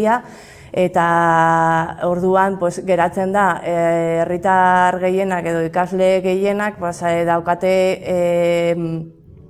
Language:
Basque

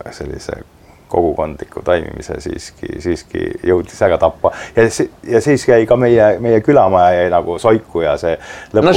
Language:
Estonian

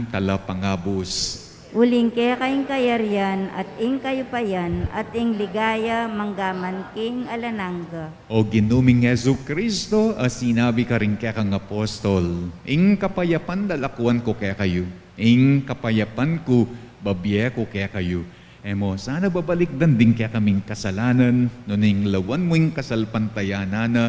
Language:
Pampanga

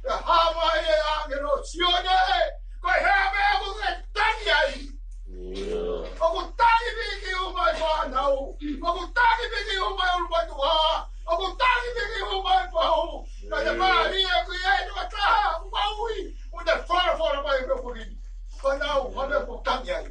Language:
Tongan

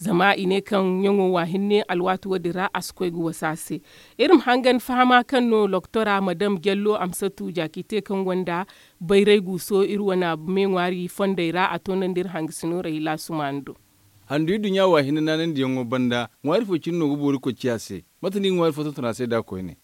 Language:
Zarma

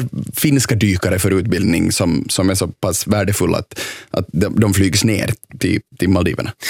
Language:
Swedish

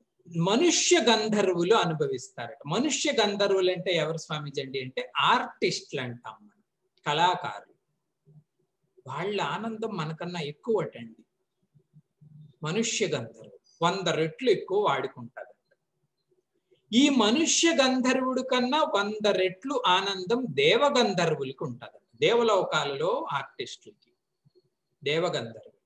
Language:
Telugu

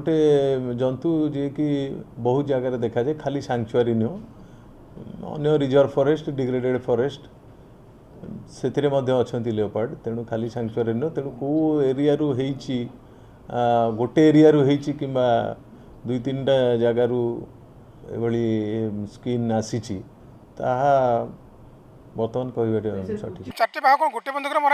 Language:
Odia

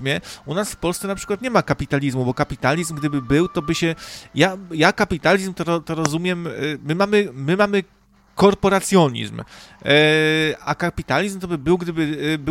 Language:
Polish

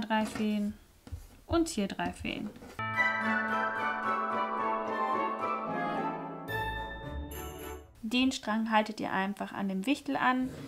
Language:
German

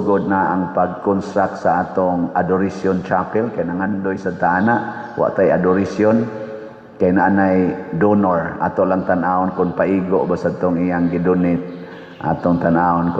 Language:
Cebuano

